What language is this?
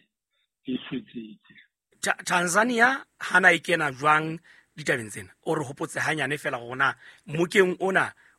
Southern Sotho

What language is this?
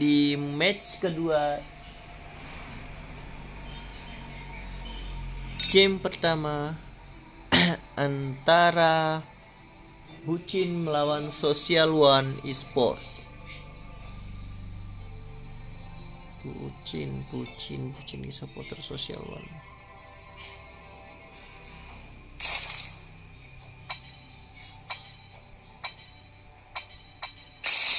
Indonesian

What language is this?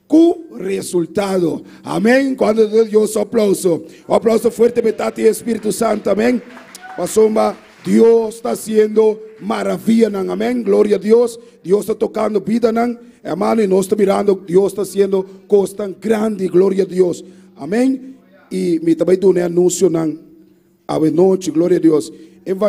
Papiamento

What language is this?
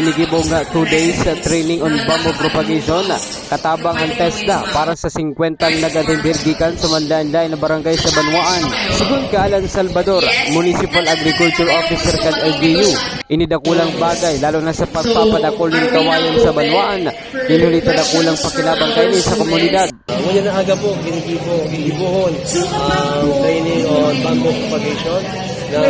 Bikol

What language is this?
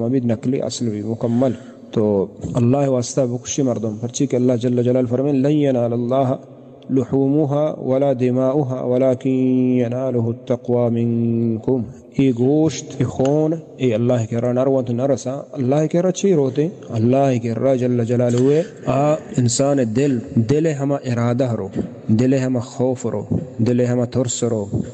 Baluchi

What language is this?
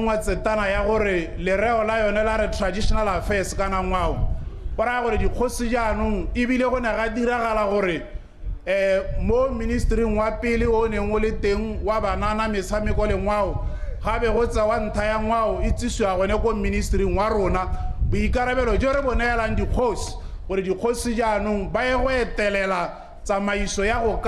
Tswana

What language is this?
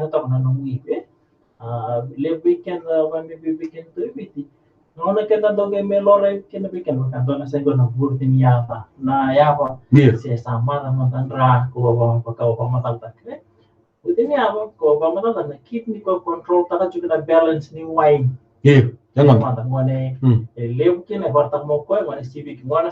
Fijian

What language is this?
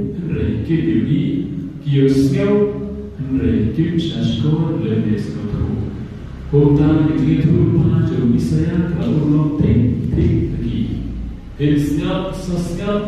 Khasi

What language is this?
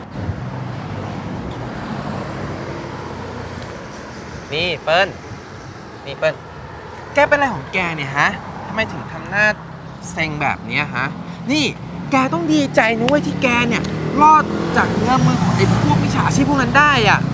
Thai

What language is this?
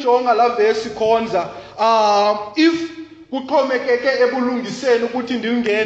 Xhosa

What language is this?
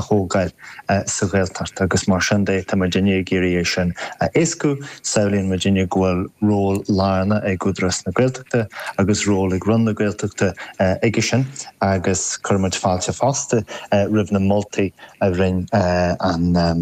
Irish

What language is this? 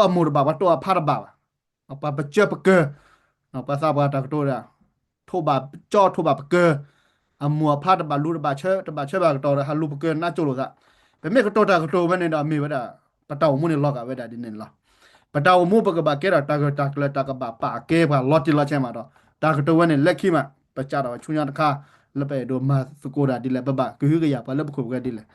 S'gaw Karen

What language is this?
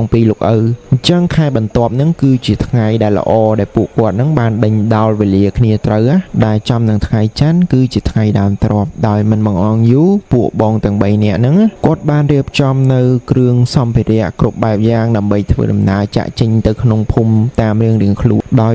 Khmer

